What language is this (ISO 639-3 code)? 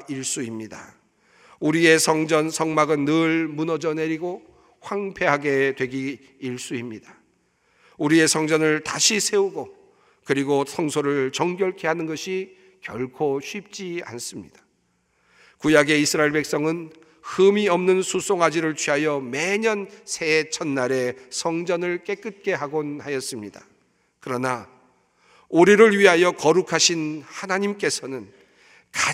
kor